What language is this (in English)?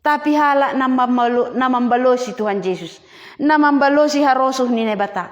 Batak Simalungun